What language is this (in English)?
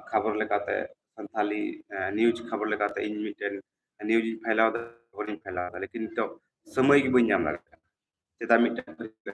Santali